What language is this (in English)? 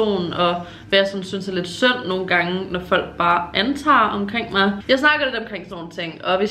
Danish